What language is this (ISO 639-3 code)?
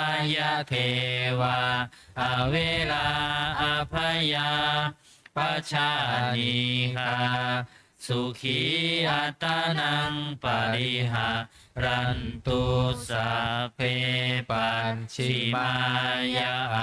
pli